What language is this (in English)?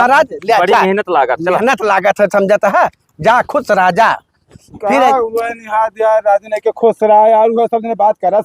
Awadhi